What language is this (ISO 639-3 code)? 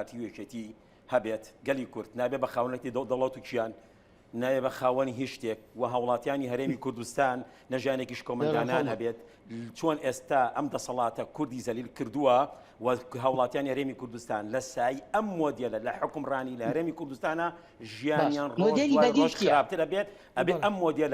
ckb